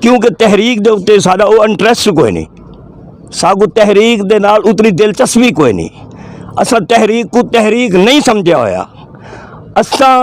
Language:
Saraiki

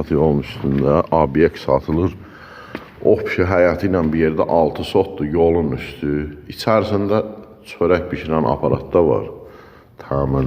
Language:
Azerbaijani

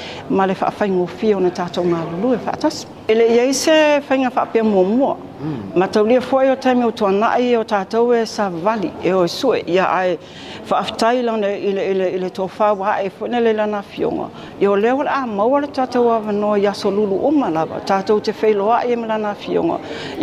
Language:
Samoan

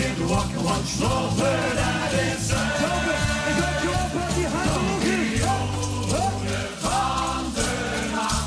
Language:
Limburgish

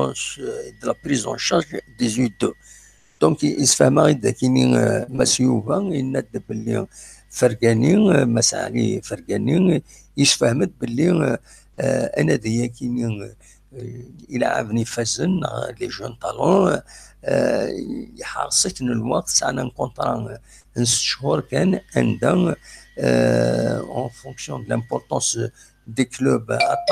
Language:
Kabyle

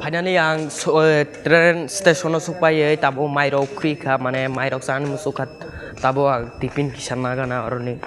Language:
Kok Borok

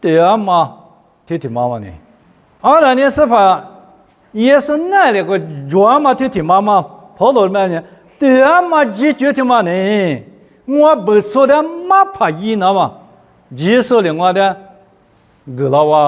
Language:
Lisu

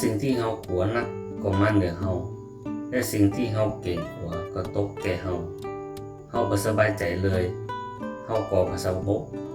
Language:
Northern Thai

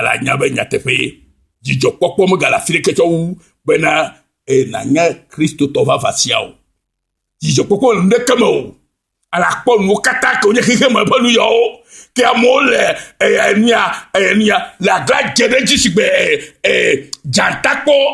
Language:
Ewe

